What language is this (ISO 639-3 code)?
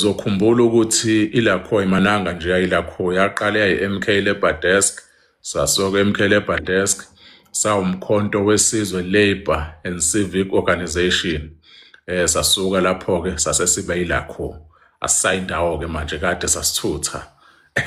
zul